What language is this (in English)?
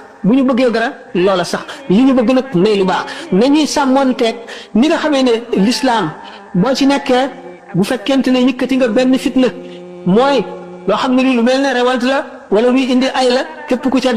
Wolof